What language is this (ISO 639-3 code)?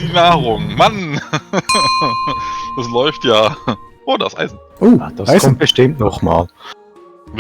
gsw